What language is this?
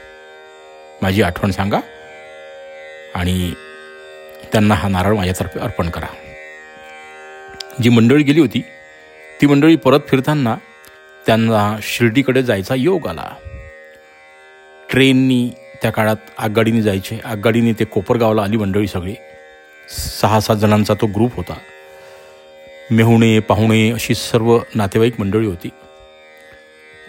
Marathi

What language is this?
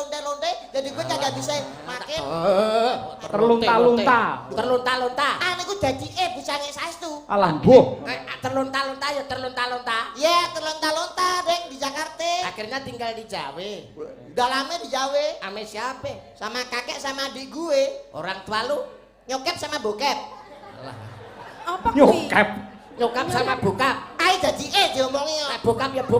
Javanese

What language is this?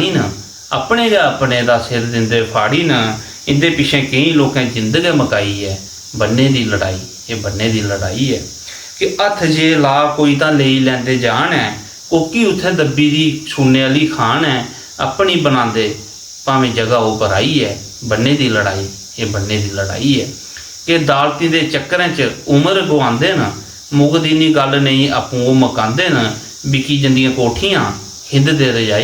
Dogri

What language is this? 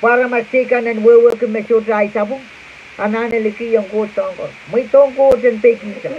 Pohnpeian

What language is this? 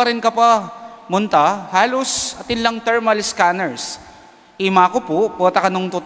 Pampanga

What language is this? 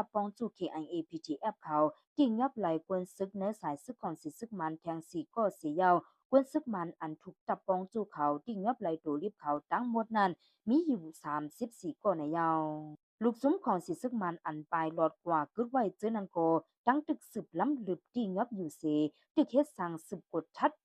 Shan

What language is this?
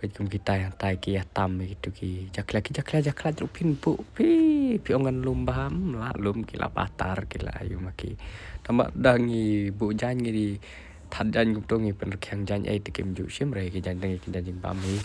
Khasi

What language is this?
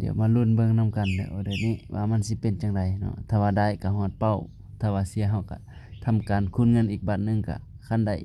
Lao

